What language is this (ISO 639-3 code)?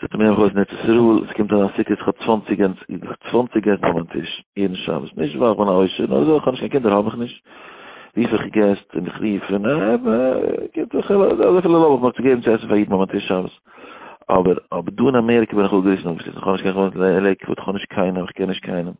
yid